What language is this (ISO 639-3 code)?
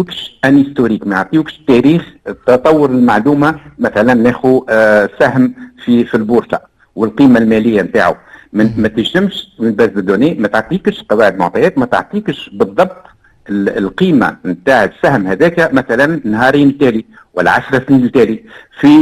aeb